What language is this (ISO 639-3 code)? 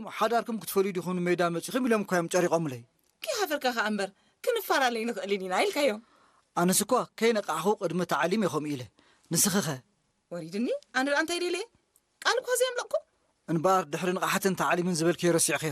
tir